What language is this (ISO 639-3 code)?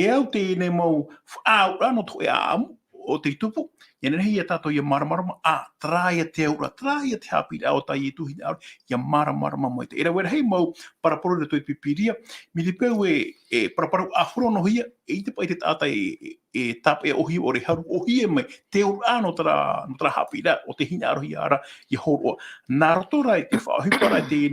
tah